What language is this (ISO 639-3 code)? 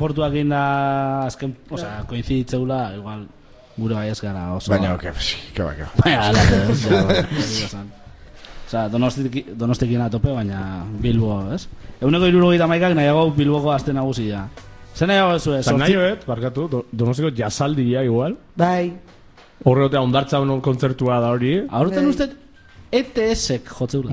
eus